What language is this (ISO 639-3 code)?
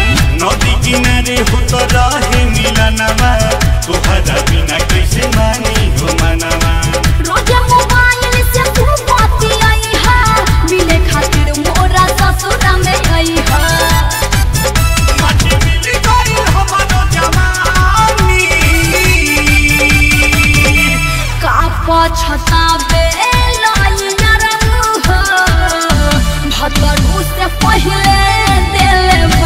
bho